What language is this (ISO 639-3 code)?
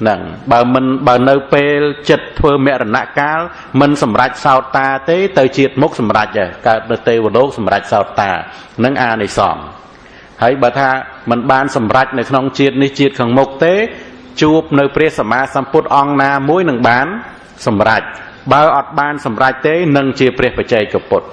khm